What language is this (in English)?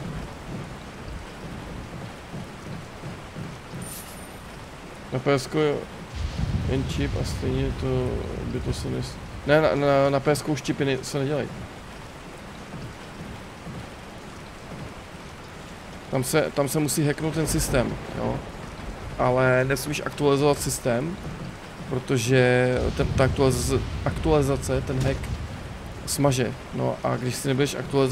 Czech